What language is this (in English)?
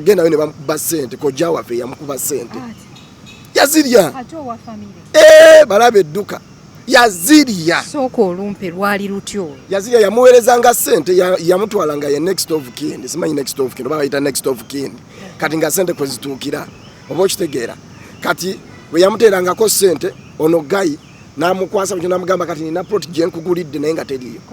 Ganda